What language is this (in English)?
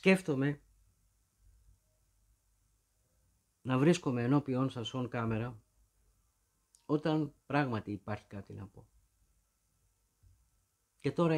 Greek